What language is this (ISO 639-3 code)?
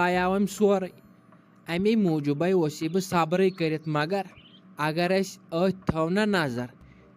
kas